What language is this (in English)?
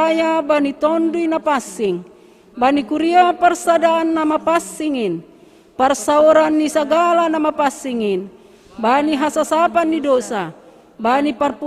Batak Simalungun